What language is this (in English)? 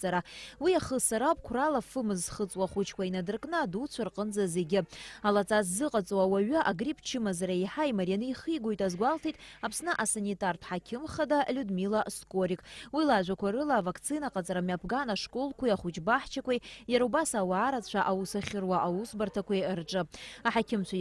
Abkhazian